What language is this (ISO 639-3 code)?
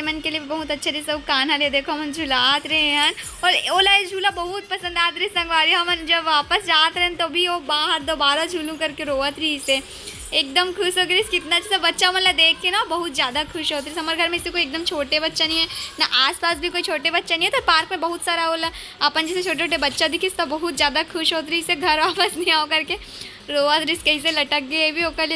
hne